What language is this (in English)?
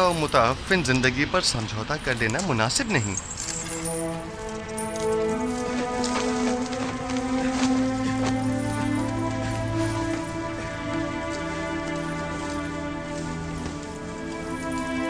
Hindi